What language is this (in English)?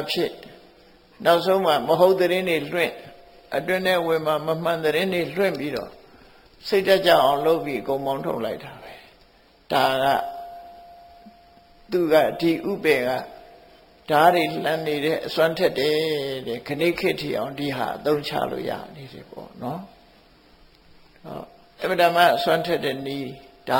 Burmese